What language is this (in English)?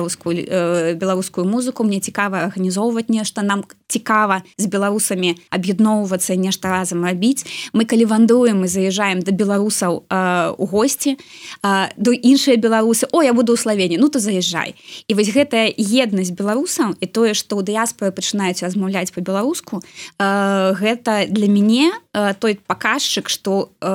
Belarusian